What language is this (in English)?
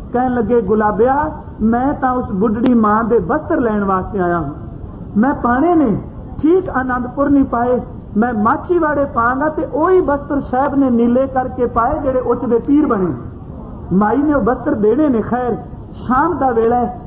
Punjabi